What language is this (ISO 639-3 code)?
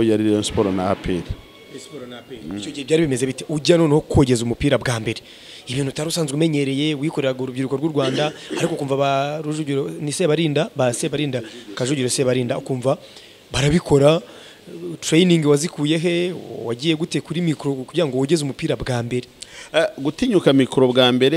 kin